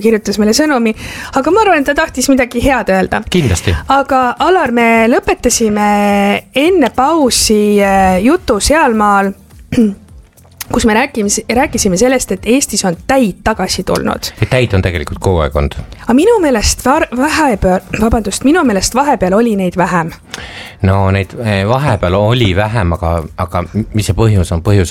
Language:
Estonian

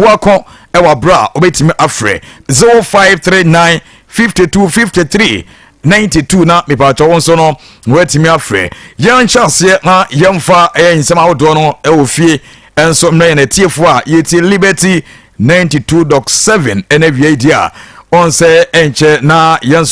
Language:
Akan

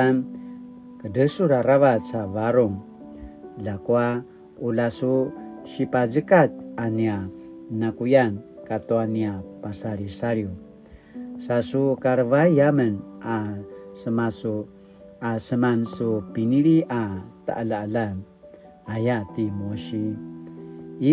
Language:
Paiwan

